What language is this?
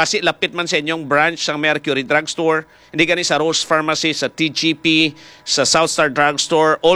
Hiligaynon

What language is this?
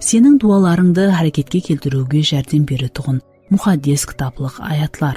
Kara-Kalpak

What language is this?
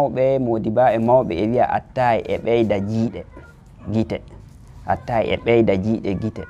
Fula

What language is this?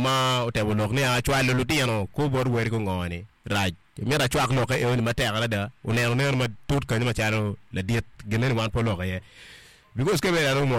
Acoli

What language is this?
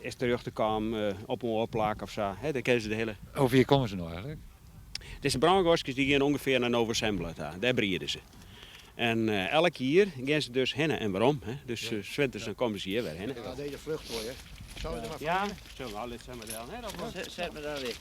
Western Frisian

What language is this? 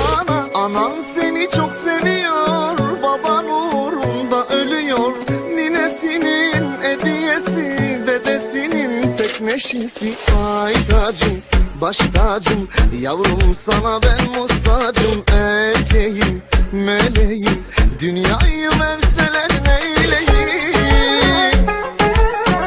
Turkish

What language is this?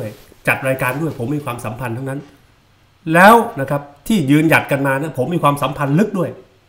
Thai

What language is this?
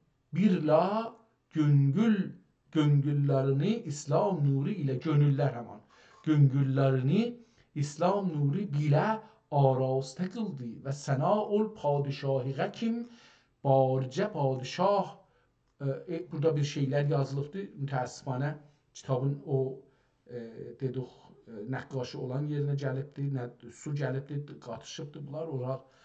South Azerbaijani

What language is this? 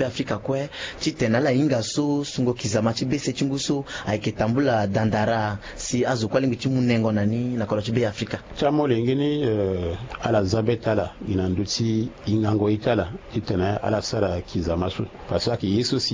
Sango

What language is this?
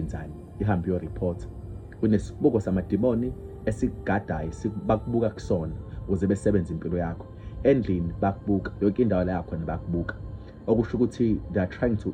Zulu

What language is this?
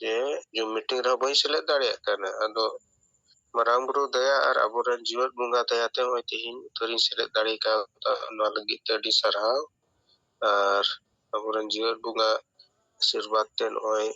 Santali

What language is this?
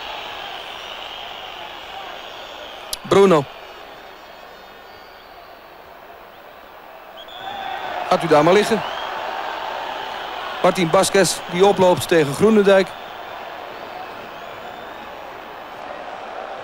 Dutch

